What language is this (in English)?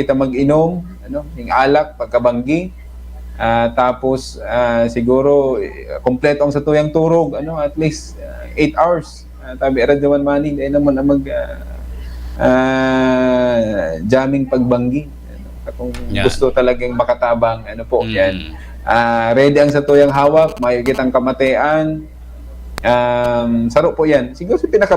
Bikol